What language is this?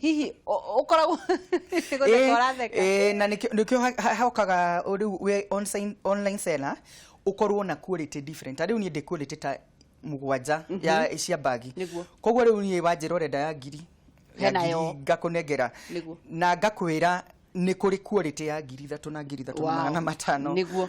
Kikuyu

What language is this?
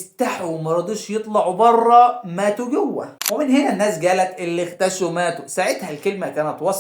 Egyptian Arabic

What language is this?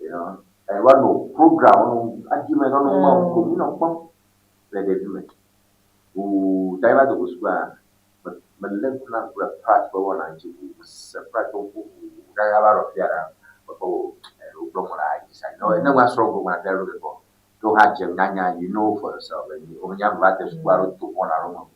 Ewe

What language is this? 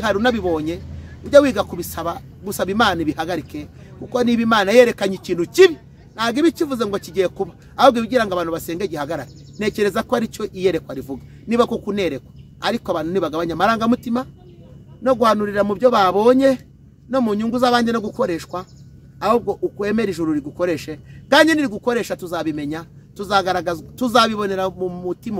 Kinyarwanda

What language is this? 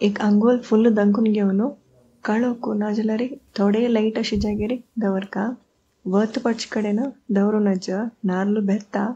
Konkani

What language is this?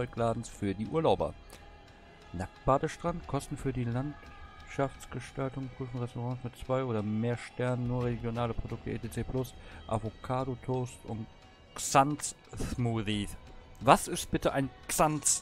German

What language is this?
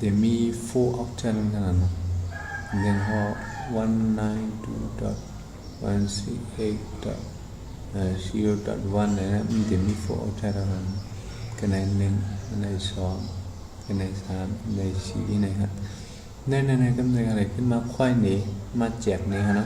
Shan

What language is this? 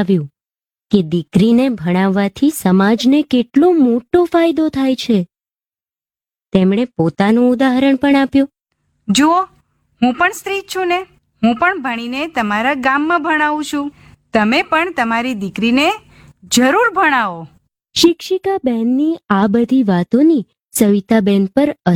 Gujarati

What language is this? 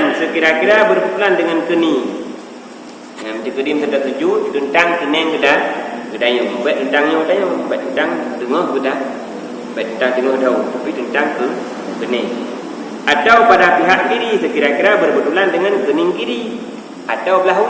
Achinese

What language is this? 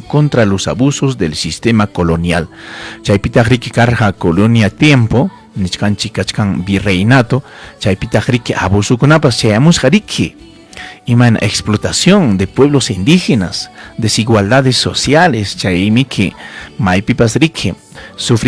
Ayacucho Quechua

